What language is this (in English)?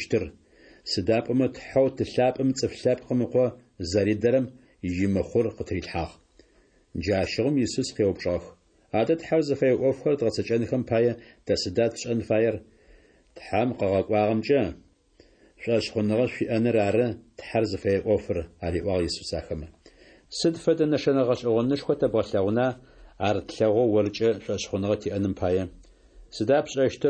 Adyghe